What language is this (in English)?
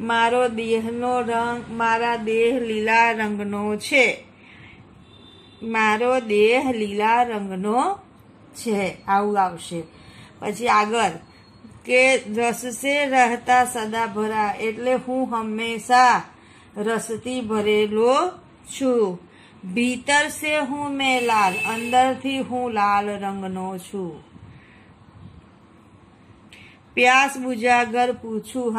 Gujarati